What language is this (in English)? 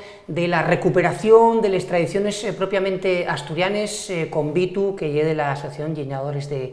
Asturian